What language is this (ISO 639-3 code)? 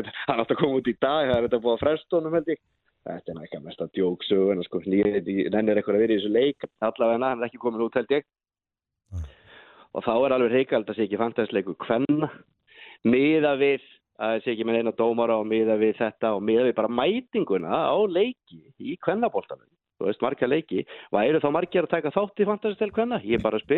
isl